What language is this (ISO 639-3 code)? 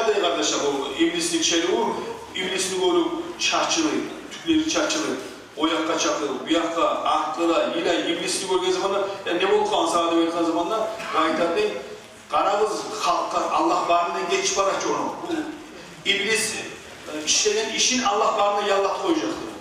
kum